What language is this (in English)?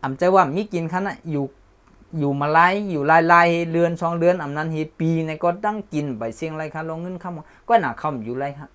Shan